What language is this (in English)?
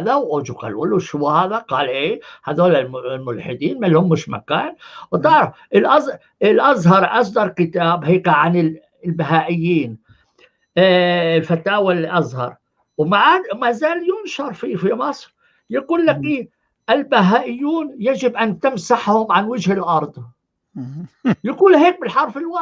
North Levantine Arabic